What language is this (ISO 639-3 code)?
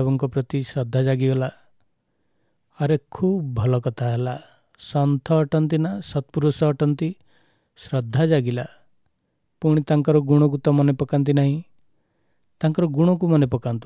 ori